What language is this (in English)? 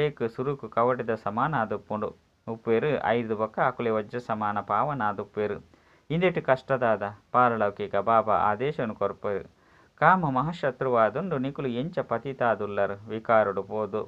Tulu